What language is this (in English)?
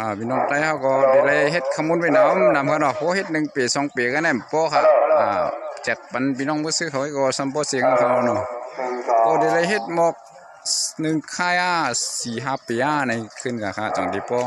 Shan